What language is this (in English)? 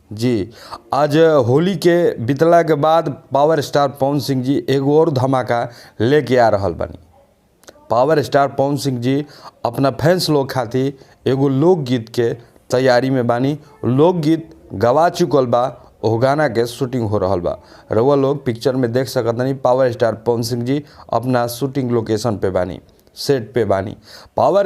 Bhojpuri